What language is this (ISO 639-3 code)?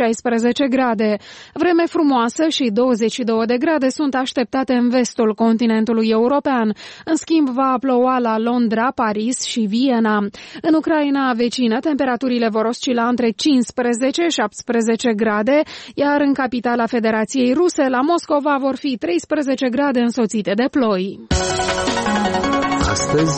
ron